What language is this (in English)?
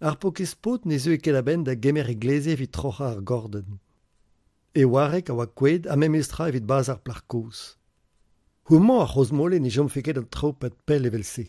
Breton